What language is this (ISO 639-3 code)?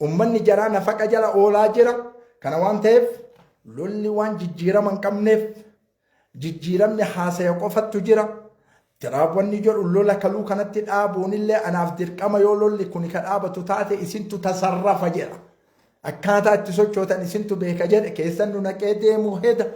orm